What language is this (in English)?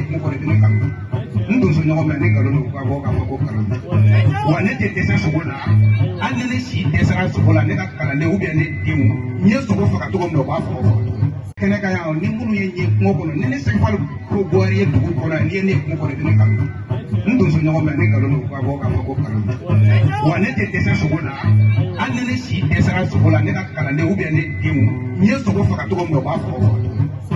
Bambara